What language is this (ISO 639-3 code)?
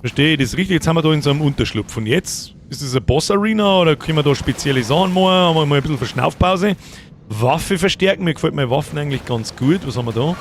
bar